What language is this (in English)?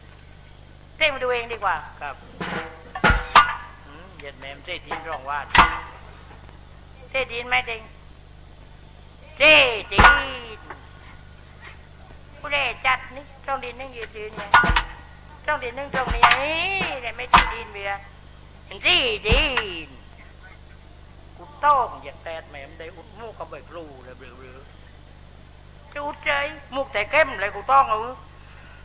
Thai